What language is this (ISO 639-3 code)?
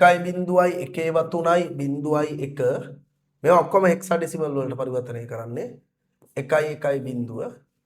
sin